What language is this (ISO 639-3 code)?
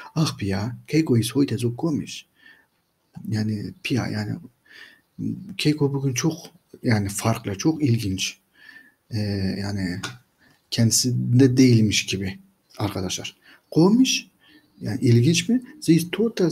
tur